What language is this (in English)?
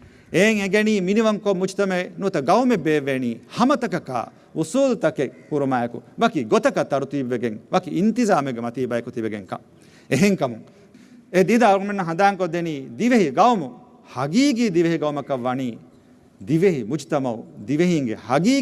Divehi